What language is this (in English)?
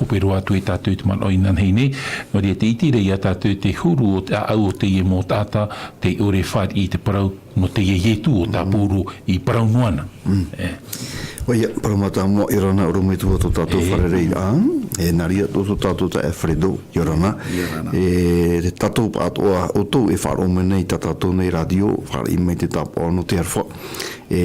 Tahitian